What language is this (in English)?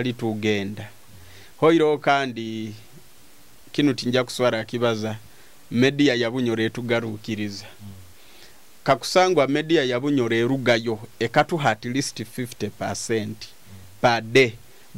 Nyoro